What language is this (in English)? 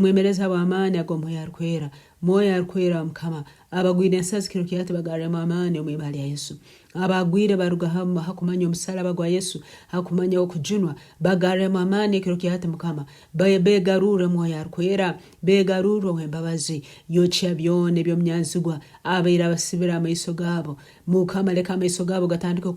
Nyankole